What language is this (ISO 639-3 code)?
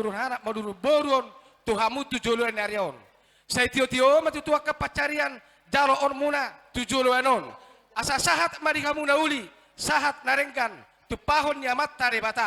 bbc